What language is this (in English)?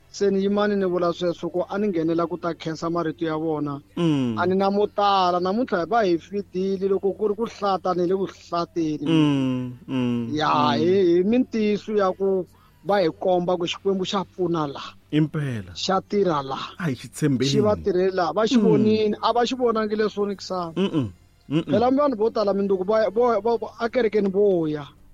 Tsonga